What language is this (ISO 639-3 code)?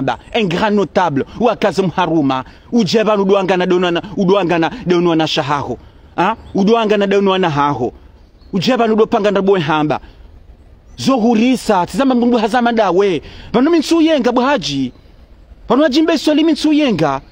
zdj